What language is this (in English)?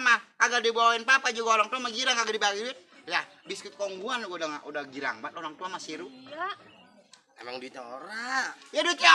Betawi